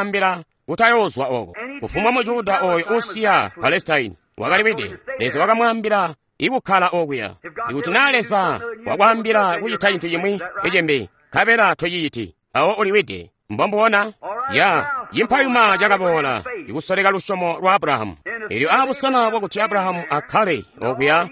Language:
Tonga (Zambia)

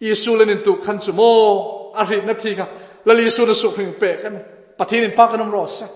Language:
Hmar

